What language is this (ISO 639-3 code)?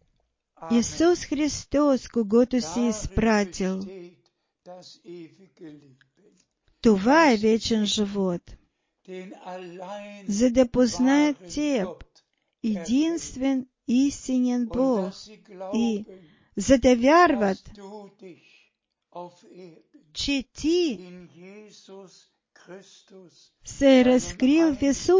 bul